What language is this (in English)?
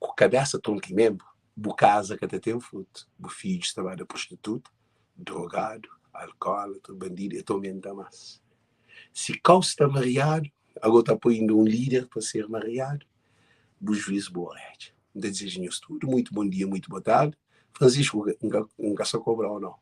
Kabuverdianu